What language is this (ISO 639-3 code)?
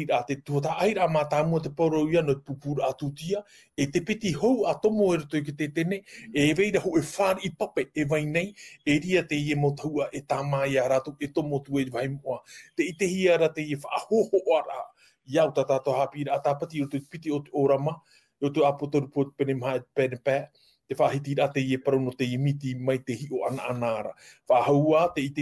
tah